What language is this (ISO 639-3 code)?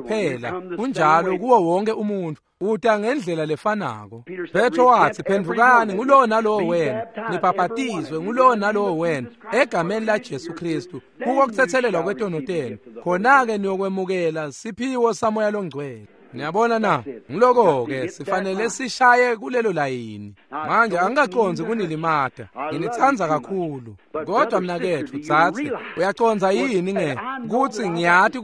ssw